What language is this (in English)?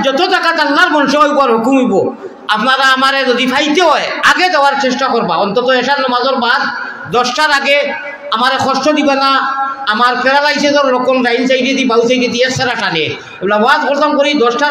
Sylheti